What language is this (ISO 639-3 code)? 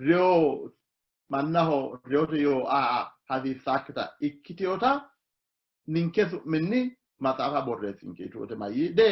sid